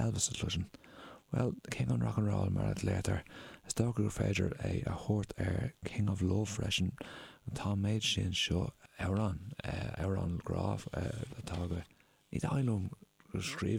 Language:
Irish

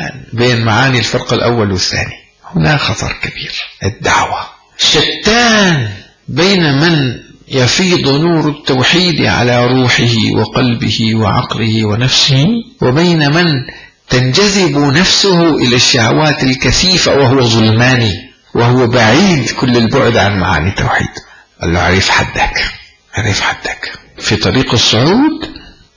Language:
Arabic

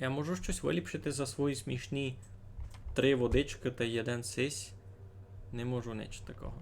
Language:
Rusyn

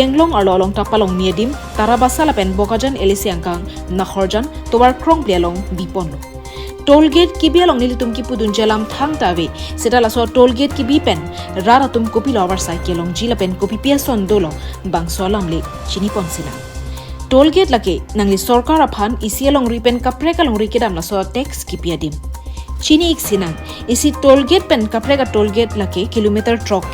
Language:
Karbi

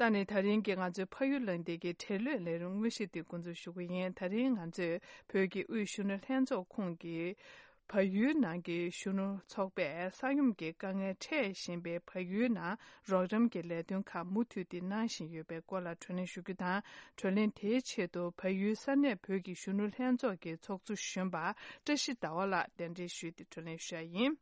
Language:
Tibetan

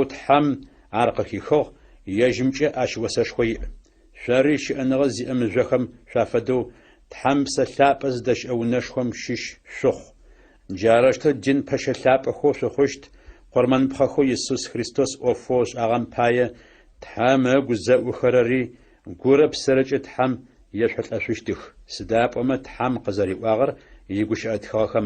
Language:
Adyghe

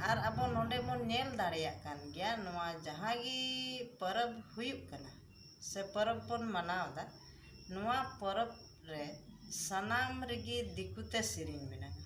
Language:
Santali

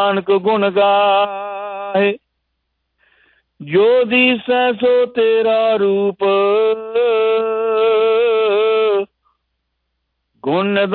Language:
Punjabi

